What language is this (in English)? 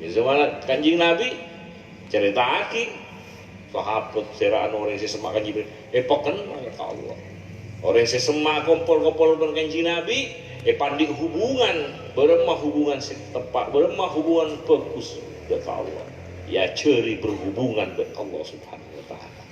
Madurese